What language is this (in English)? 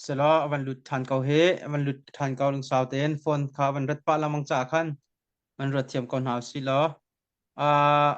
Hakha Chin